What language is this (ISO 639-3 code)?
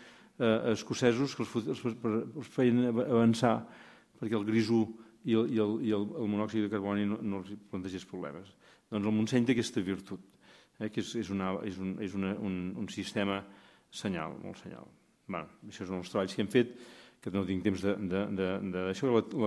cat